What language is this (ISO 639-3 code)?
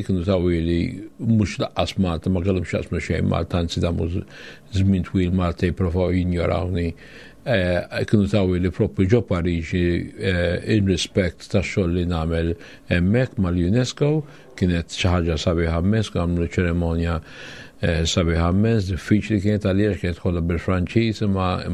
mlt